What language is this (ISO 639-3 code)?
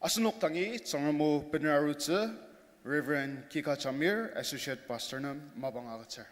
njo